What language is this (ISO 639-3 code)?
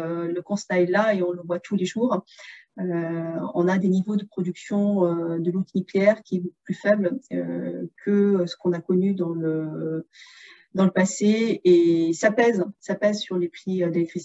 fra